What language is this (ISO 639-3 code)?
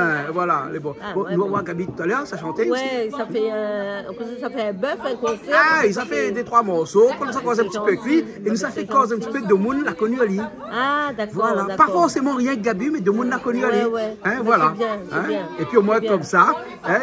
rcf